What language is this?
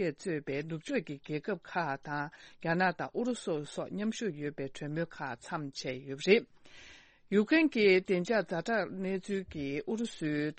Tibetan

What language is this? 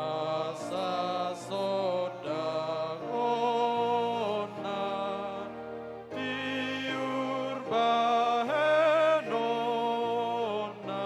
Batak Toba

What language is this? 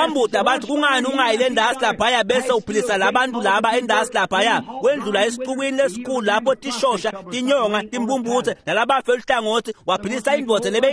Swati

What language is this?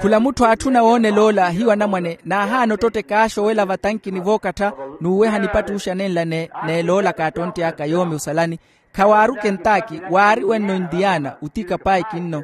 Makhuwa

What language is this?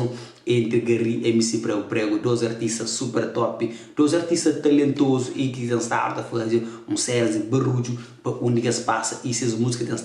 Kabuverdianu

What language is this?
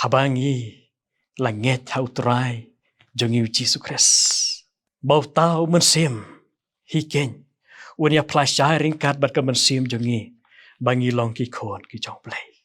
Khasi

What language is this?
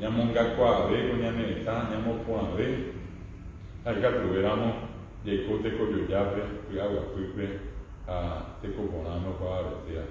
Guarani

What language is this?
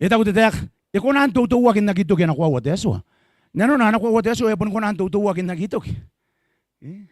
Gilbertese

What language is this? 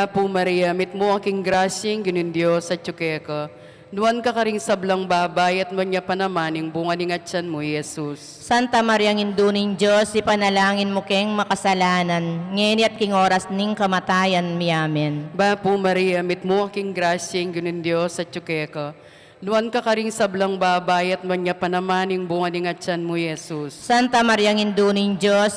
Pampanga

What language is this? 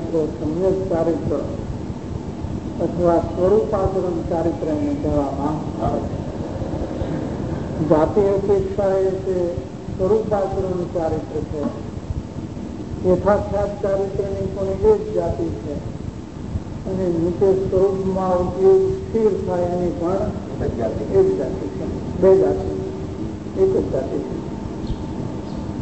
Gujarati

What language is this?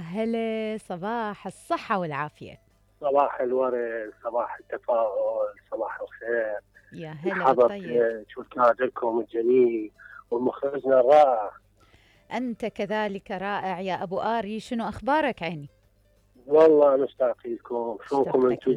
Mesopotamian Arabic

